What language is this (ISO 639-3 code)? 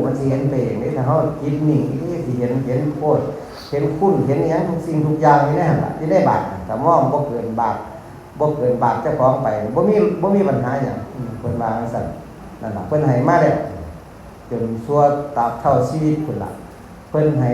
tts